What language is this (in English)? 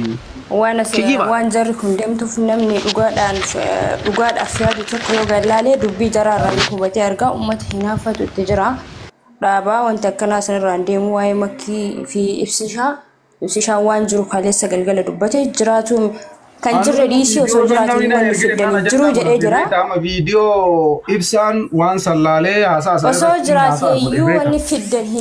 Oromo